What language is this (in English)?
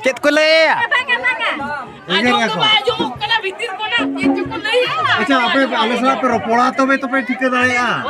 Santali